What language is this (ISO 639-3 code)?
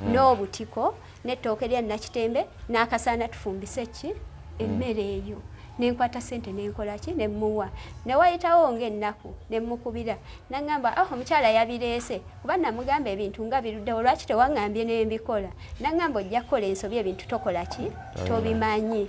lug